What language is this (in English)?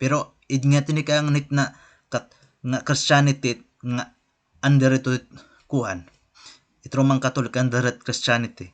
Waray